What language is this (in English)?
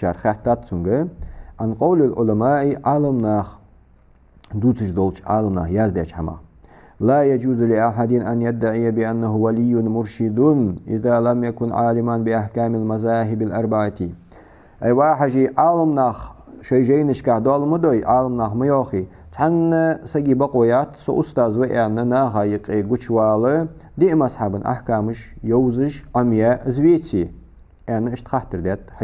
Ingush